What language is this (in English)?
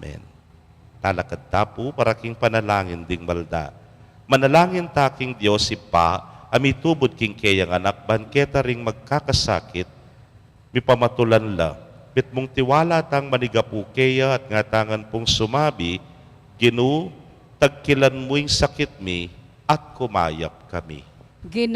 Pampanga